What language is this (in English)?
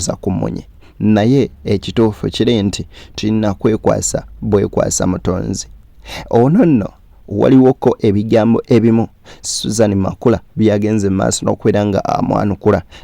Ganda